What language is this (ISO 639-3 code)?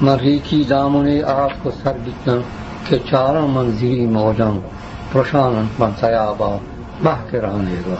bgp